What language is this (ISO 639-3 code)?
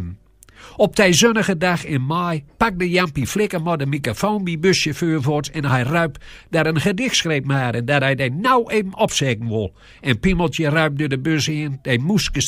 gos